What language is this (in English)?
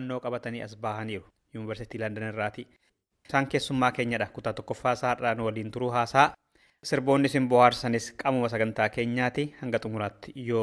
Oromo